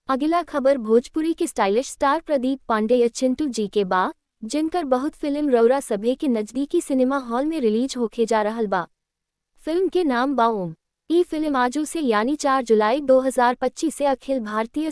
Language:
Bhojpuri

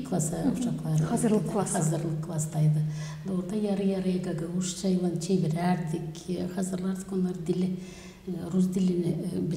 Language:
Gagauz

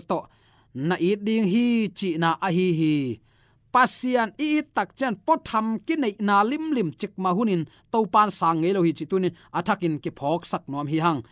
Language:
Tedim Chin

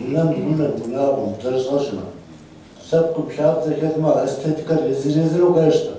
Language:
Kabardian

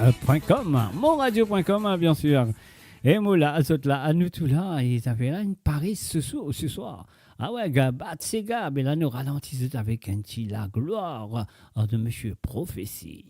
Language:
Morisyen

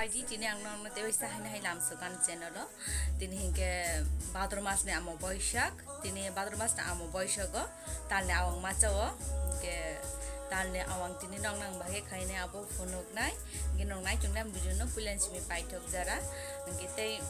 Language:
Kok Borok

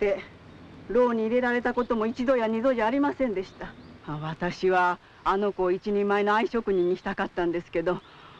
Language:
Japanese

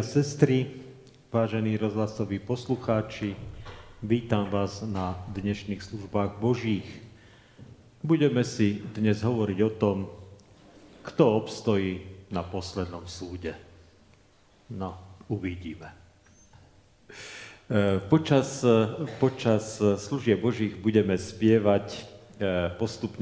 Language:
Slovak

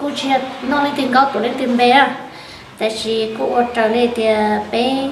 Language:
Hmong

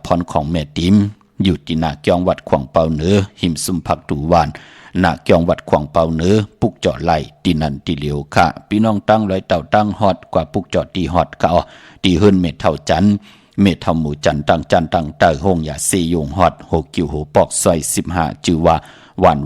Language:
Shan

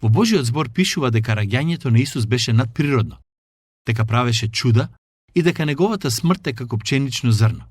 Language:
Macedonian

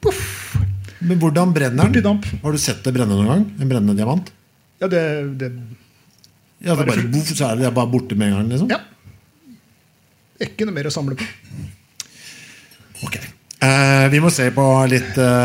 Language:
Norwegian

